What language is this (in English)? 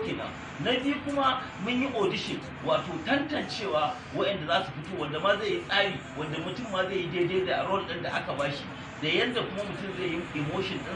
Hausa